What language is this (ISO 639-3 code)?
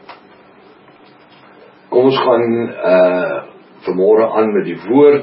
afr